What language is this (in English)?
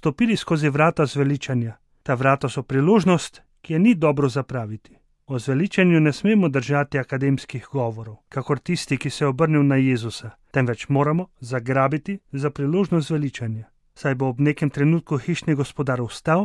Slovenian